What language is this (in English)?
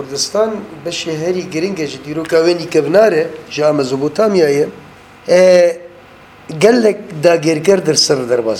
Kurdish